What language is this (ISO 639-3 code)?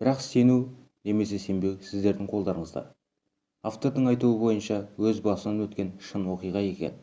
kaz